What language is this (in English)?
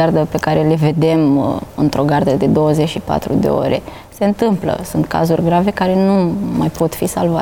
Romanian